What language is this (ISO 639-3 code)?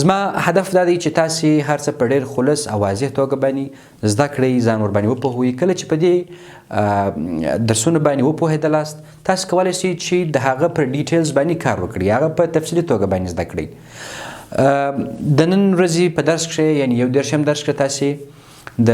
pus